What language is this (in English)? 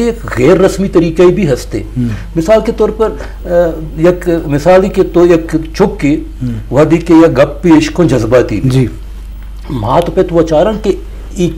Eastern Balochi